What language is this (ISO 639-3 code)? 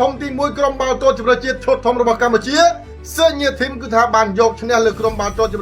khm